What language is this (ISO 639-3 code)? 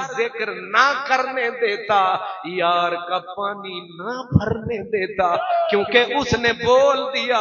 urd